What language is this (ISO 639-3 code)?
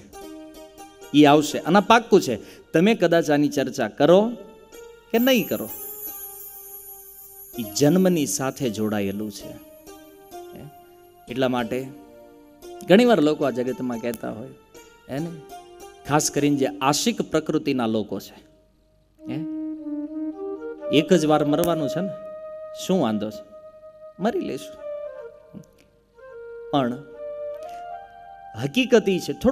guj